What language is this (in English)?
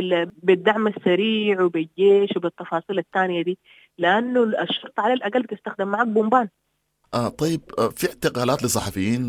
Sudanese Arabic